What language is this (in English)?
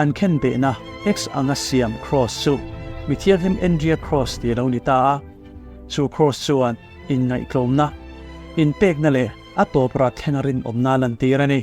Mizo